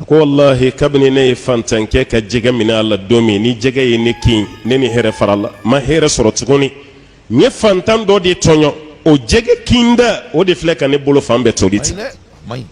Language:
Bambara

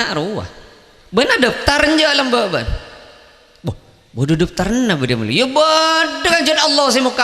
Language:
Madurese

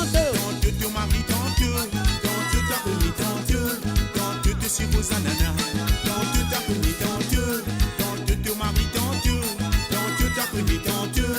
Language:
Morisyen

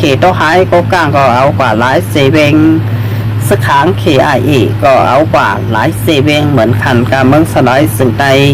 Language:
Shan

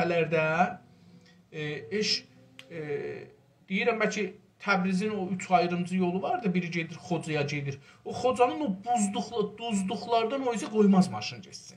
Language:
South Azerbaijani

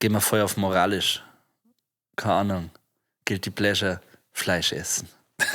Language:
Bavarian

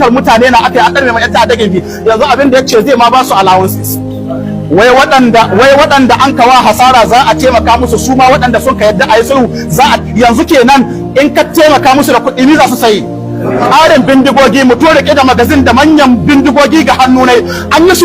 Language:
Hausa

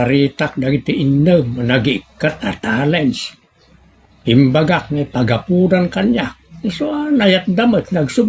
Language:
Iloko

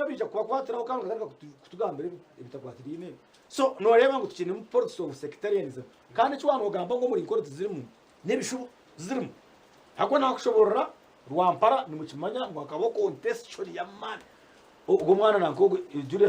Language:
Nyankole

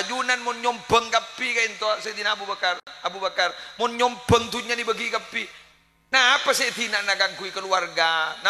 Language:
Madurese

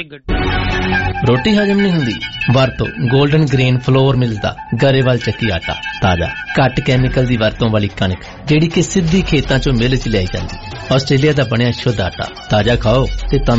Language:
Punjabi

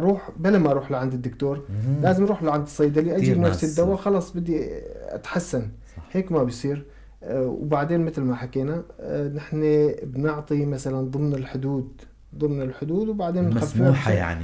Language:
North Levantine Arabic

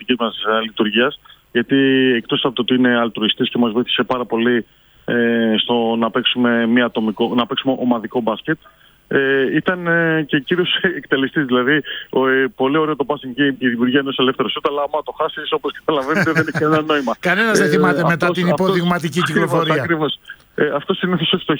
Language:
Greek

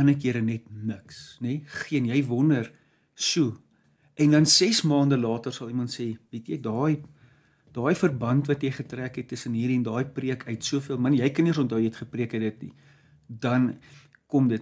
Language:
Afrikaans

